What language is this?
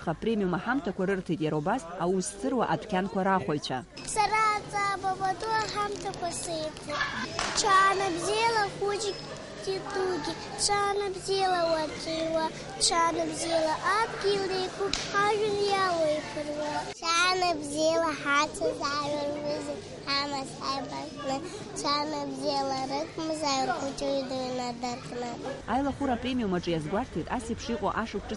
Abkhazian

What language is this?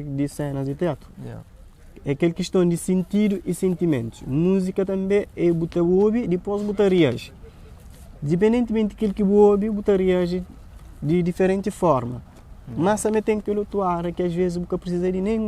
Kabuverdianu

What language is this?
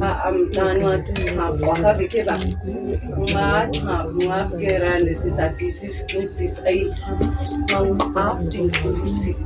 Nama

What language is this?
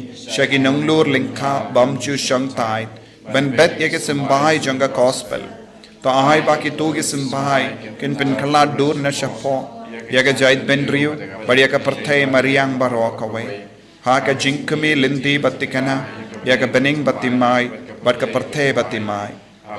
Khasi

